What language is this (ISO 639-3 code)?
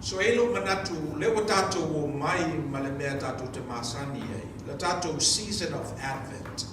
smo